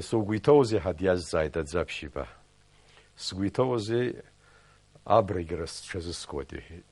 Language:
Abkhazian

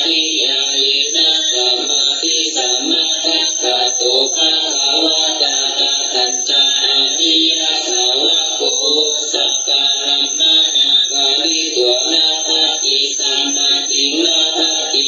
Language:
Pali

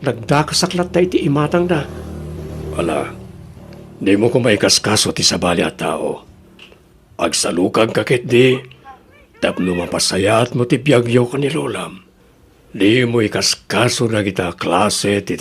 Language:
Iloko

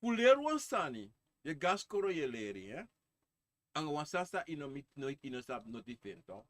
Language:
Sranan Tongo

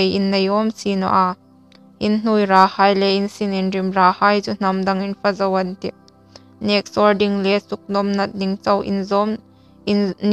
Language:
Hmar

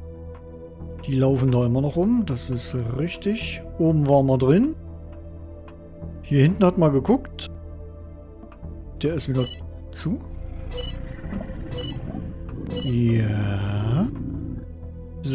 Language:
German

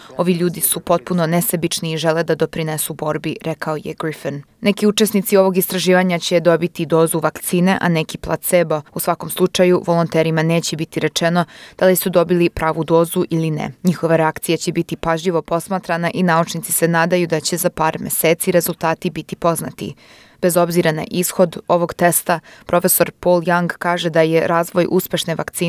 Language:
Serbian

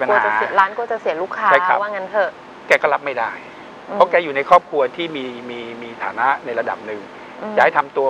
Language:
Thai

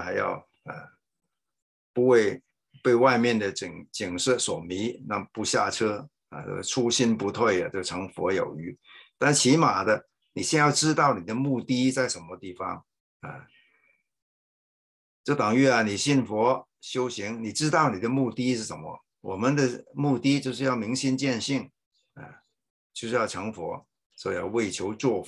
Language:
Chinese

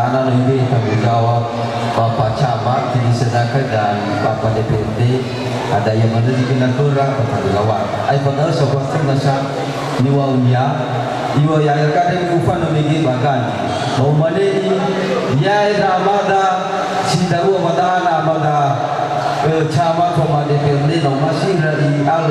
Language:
Nias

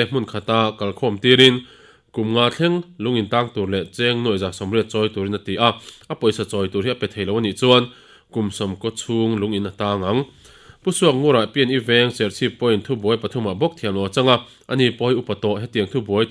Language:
Mizo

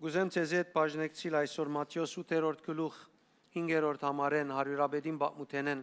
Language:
Western Armenian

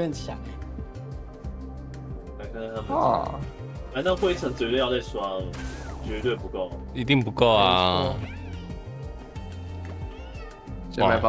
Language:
Chinese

